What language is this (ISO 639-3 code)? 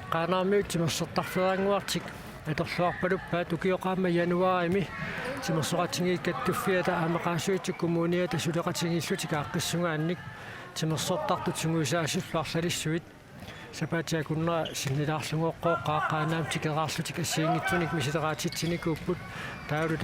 kal